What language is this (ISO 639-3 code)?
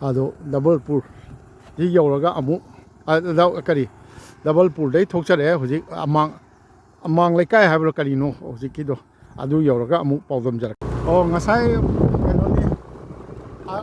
mni